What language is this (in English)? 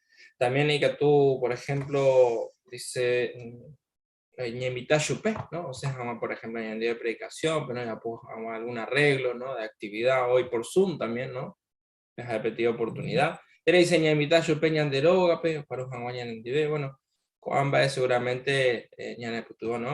Guarani